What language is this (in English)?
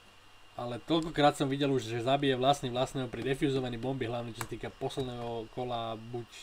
Slovak